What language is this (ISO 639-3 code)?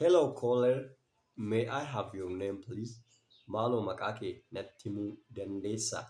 orm